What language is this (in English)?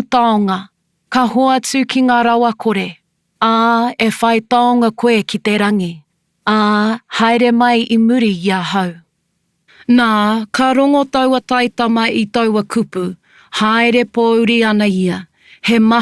Māori